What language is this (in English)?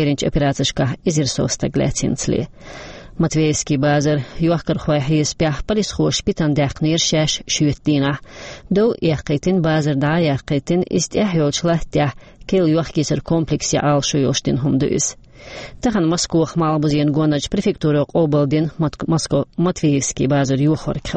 Chechen